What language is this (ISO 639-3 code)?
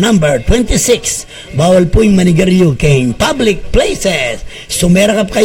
pam